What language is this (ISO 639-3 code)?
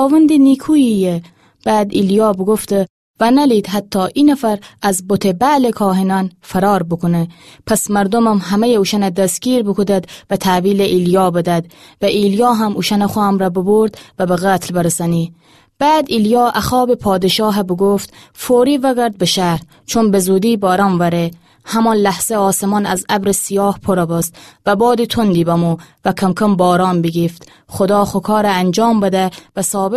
glk